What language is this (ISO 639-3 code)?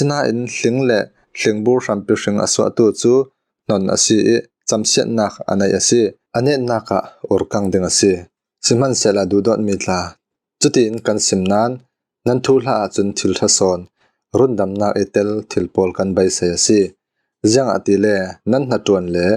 cfm